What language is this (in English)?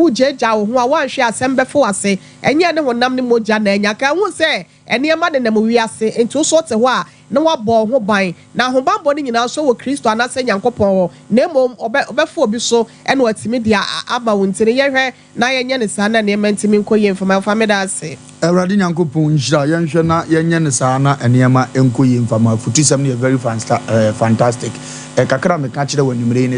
Akan